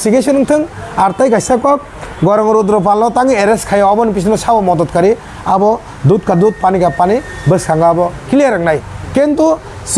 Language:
Kok Borok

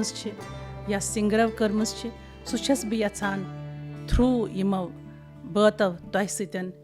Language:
Kashmiri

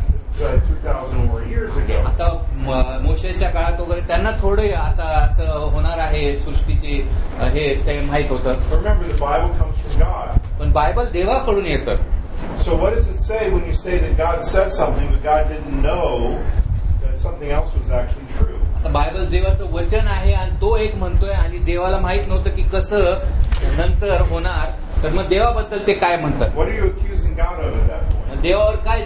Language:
Marathi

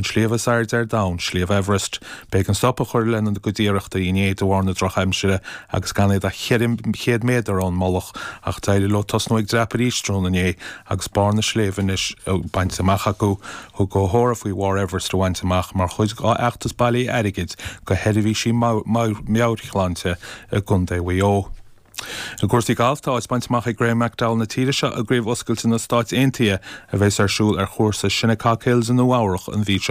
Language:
Irish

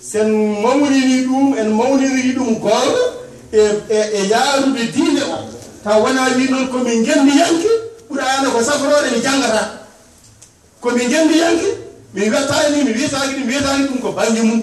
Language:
Fula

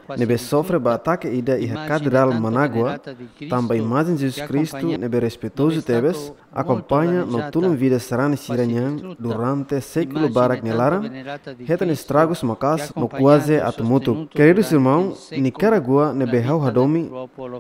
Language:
Tetum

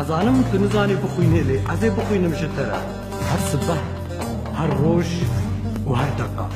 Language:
Kurdish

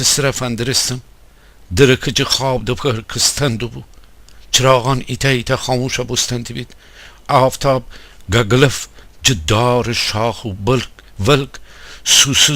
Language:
Gilaki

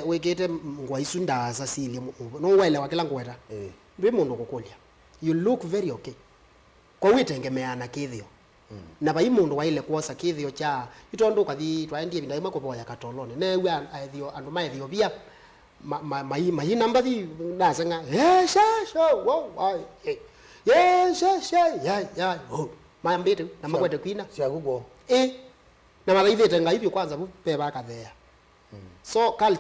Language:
Kamba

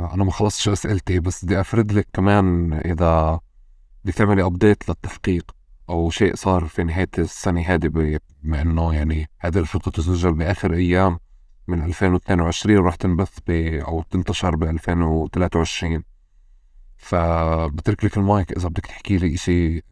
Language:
North Levantine Arabic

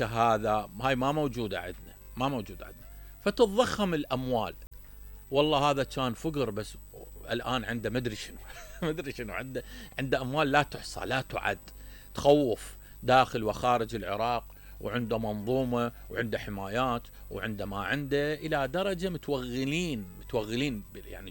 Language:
Mesopotamian Arabic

